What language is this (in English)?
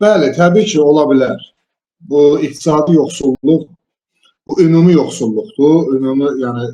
Azerbaijani